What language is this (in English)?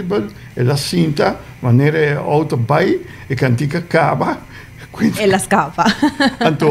Papiamento